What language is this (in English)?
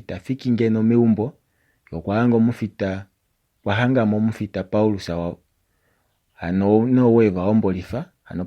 Kuanyama